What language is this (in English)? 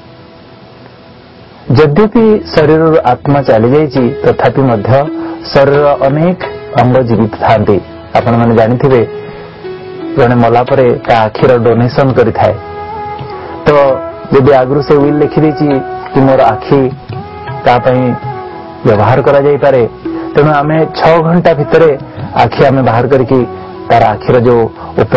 Odia